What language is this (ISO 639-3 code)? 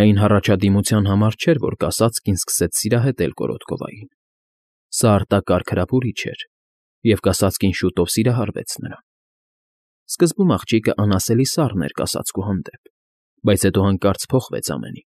hye